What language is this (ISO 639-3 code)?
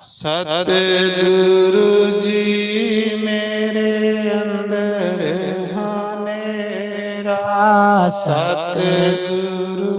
doi